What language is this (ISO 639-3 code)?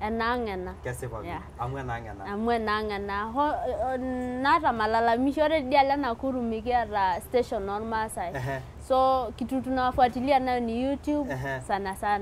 mas